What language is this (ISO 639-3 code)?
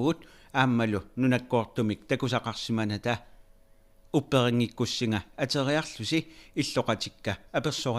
kal